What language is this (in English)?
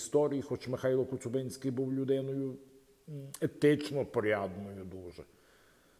Ukrainian